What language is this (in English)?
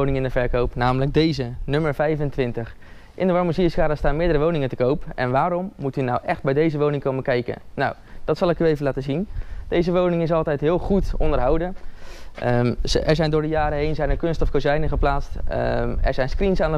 Dutch